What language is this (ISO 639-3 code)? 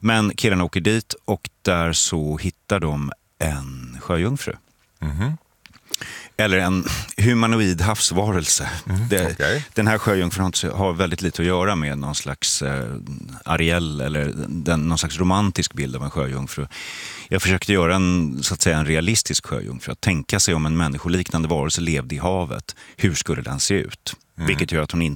swe